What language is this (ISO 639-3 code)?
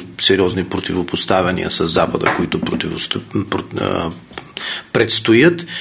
bul